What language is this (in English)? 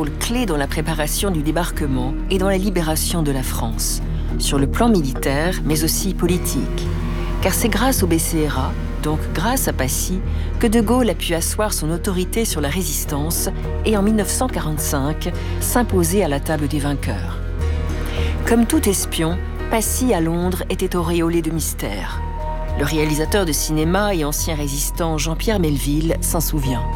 French